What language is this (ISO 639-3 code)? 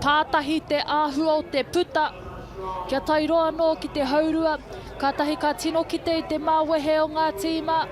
mri